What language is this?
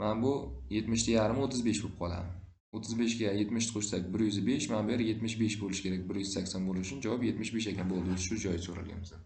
Uzbek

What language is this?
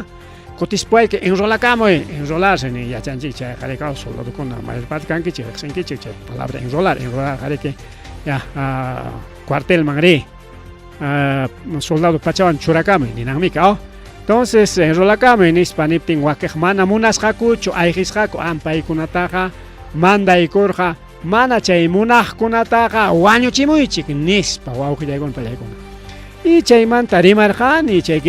Ayacucho Quechua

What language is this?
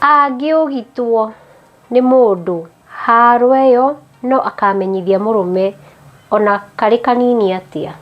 Kikuyu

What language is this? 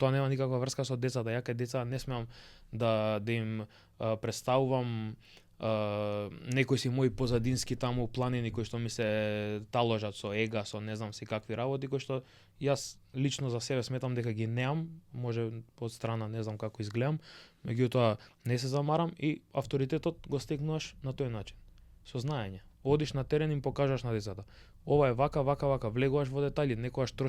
Macedonian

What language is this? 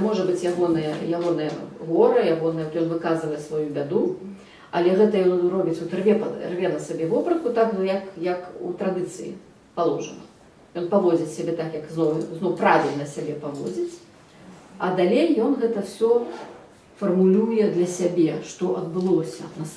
Belarusian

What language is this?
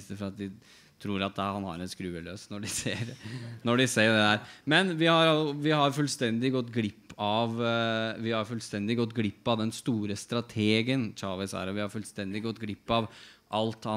Norwegian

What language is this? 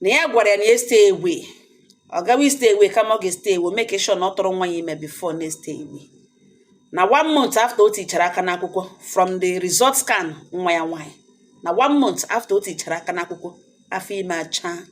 Igbo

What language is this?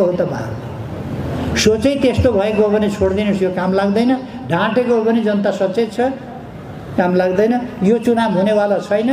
Nepali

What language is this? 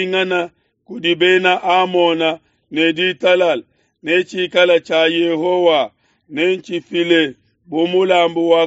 Luba-Lulua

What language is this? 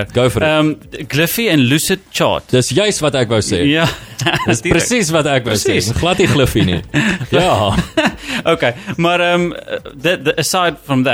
Afrikaans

